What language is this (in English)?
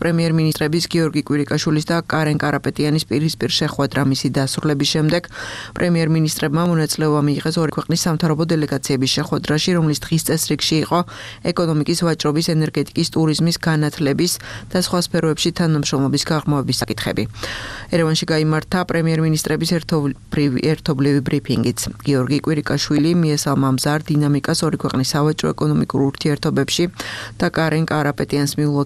Georgian